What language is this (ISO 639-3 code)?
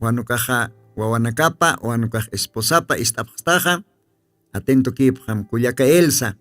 aym